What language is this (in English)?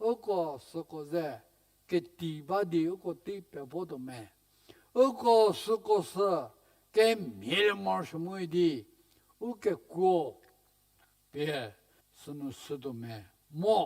Angami Naga